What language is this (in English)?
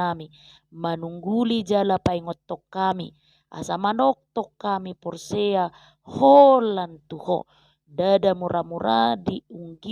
Batak Toba